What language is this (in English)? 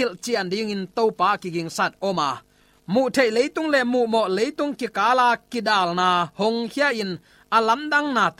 Tedim Chin